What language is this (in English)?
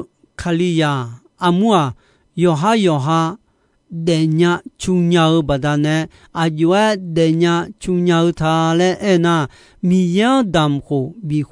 Akha